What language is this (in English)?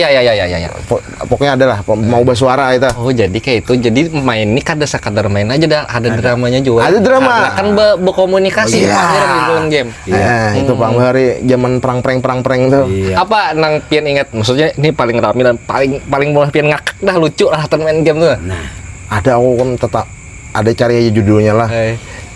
Banjar